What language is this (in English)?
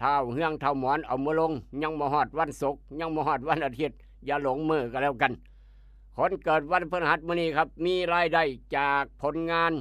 Northeastern Thai